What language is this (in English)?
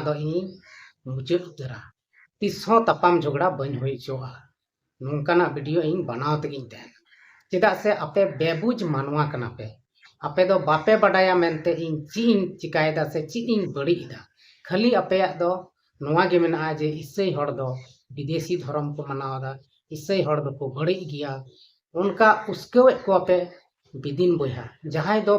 Santali